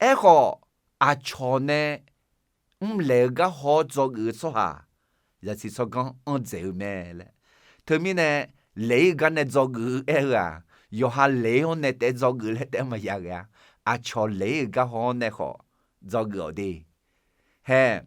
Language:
Akha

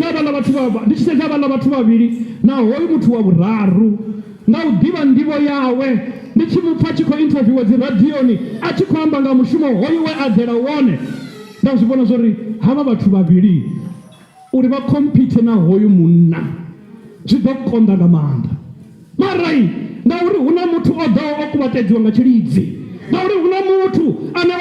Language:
Venda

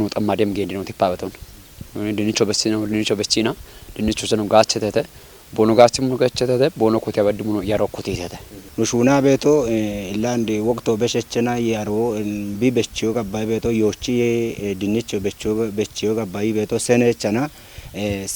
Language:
Kafa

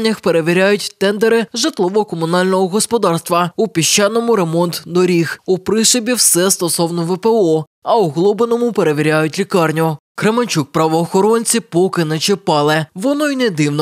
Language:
Ukrainian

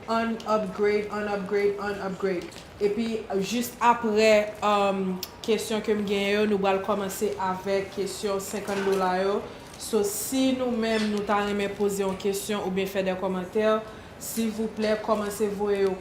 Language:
Haitian Creole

